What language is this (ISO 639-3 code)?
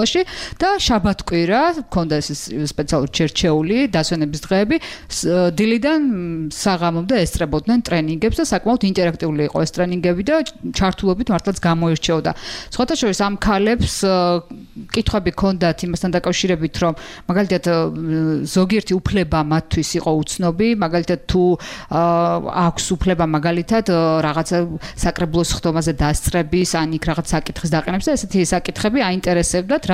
kat